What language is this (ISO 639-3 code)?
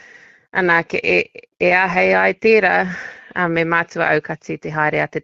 mri